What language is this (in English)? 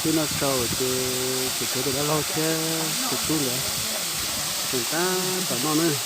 Hmong